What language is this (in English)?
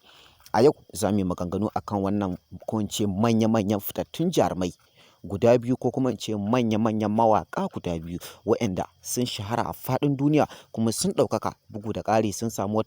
Hausa